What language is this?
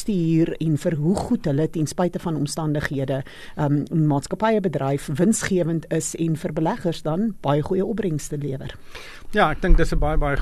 Afrikaans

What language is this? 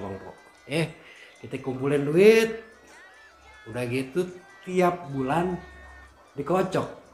Betawi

